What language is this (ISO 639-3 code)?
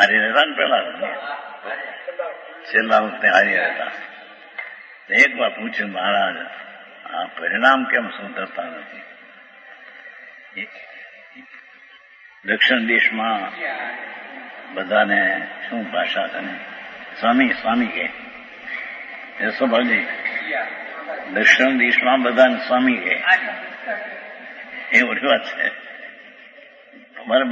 guj